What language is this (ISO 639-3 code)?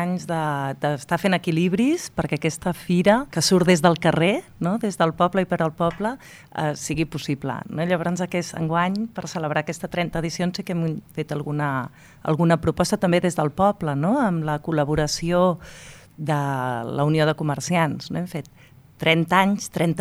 cat